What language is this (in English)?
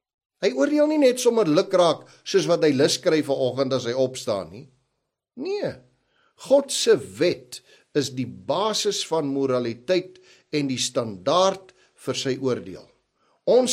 Afrikaans